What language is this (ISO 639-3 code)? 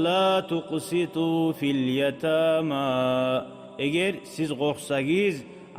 kum